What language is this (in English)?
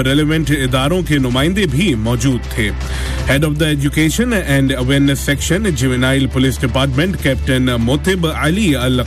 Urdu